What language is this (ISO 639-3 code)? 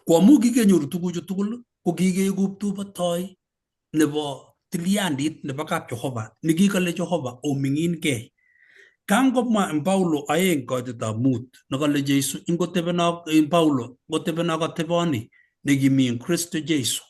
kln